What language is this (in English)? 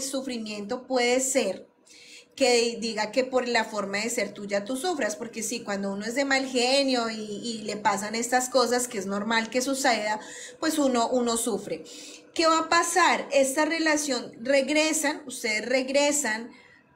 Spanish